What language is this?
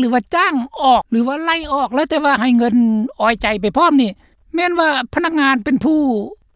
Lao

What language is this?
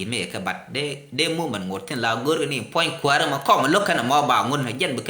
Nuer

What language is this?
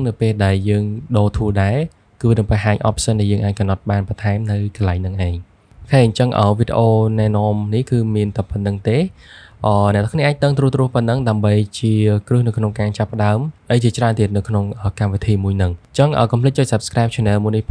Khmer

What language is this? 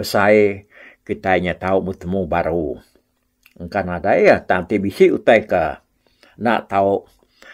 Iban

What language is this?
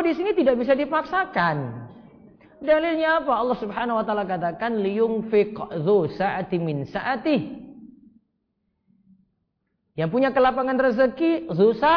Indonesian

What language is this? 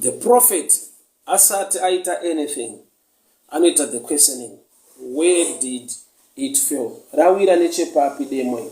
Shona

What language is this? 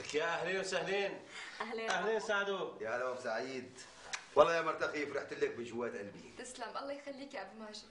North Levantine Arabic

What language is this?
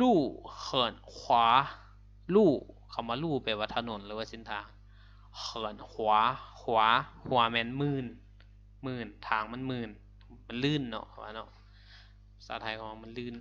Lao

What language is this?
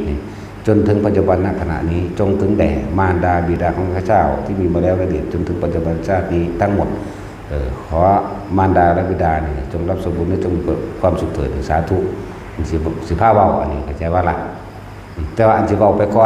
Northeastern Thai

